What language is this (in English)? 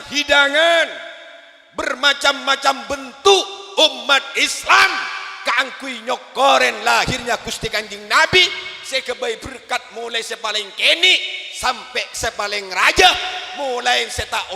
Madurese